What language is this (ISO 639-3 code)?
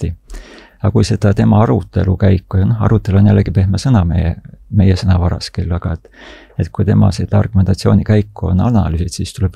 est